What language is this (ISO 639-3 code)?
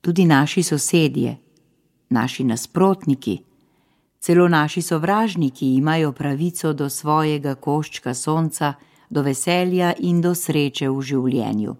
slv